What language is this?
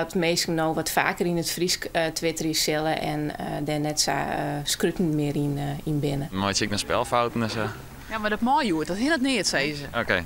Western Frisian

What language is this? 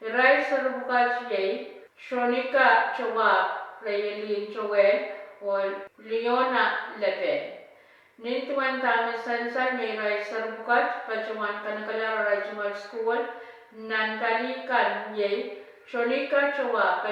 Pohnpeian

